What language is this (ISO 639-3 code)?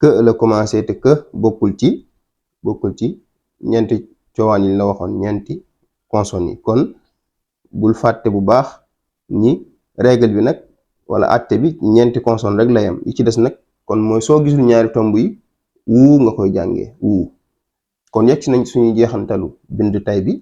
wol